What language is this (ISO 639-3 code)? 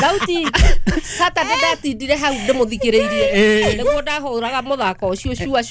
kik